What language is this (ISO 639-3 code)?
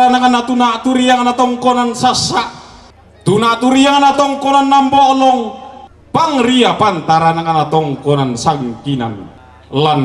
sda